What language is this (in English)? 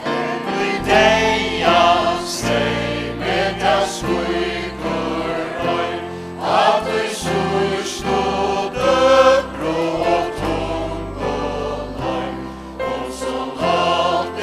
Faroese